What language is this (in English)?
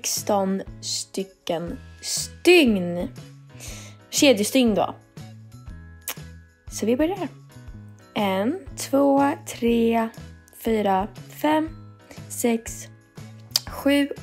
Swedish